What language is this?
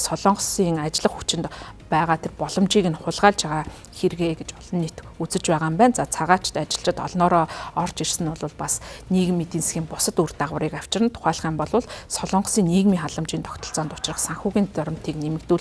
Mongolian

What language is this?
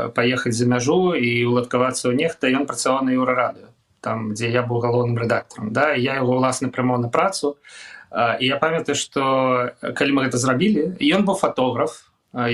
Belarusian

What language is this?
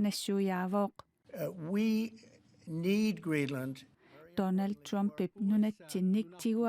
Kalaallisut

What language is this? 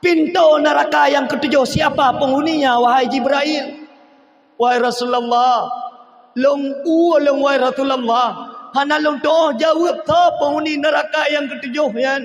Achinese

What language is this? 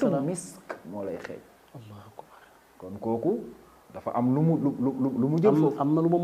Wolof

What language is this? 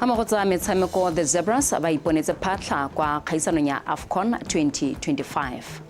Tswana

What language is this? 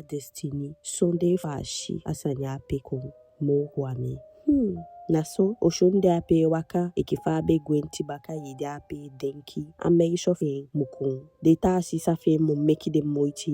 Eastern Maroon Creole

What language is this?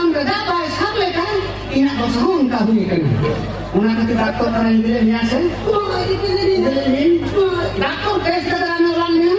Santali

